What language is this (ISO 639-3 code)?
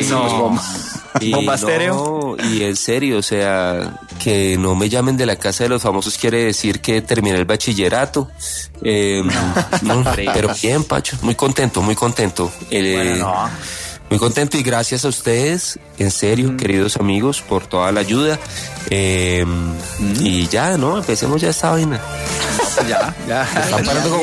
spa